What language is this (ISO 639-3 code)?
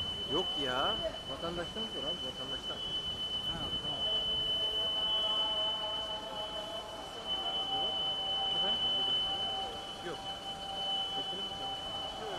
tur